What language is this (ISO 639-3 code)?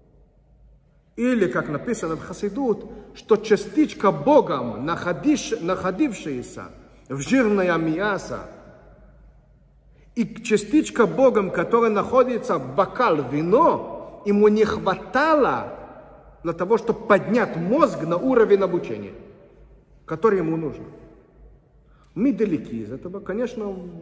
rus